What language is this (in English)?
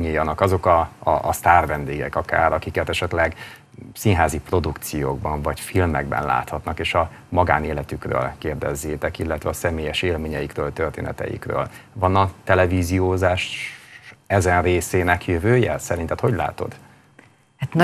Hungarian